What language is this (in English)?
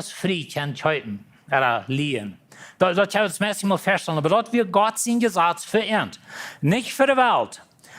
Plautdietsch